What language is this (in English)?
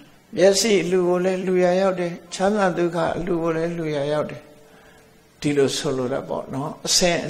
Burmese